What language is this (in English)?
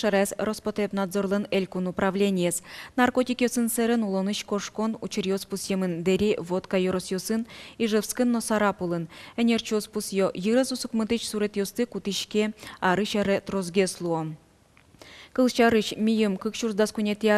Udmurt